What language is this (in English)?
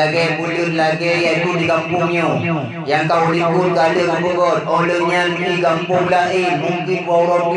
Achinese